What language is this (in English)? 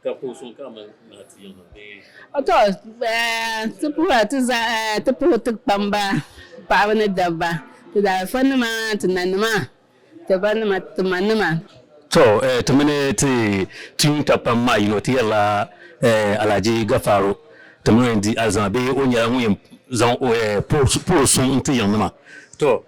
Dagbani